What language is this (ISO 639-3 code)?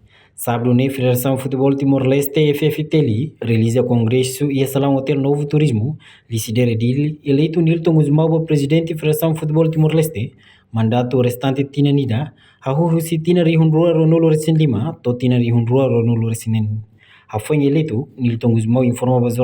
tet